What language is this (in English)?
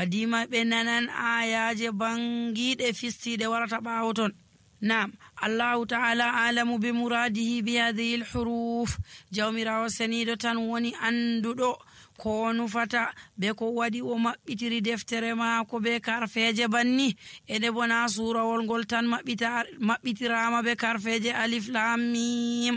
Nigerian Fulfulde